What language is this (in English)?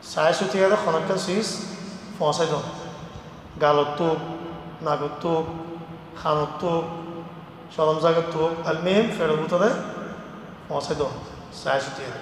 Rohingya